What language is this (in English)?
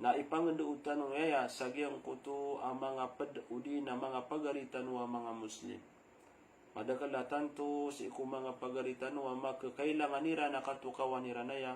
Maranao